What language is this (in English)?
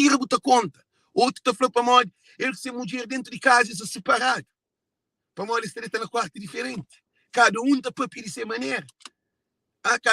Kabuverdianu